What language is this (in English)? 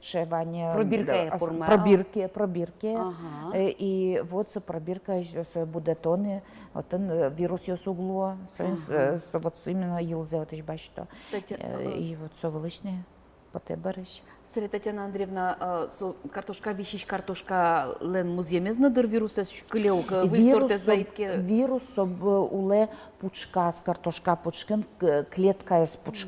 Udmurt